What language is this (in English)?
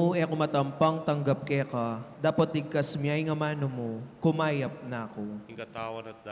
Pampanga